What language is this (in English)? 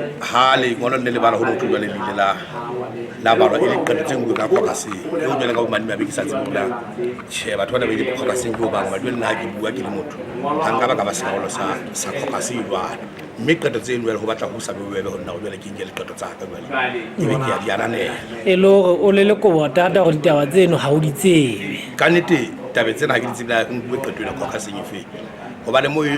Southern Sotho